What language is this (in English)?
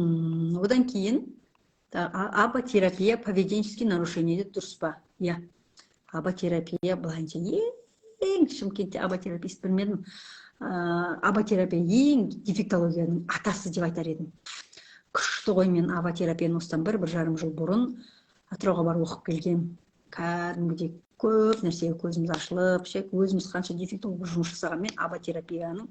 Kazakh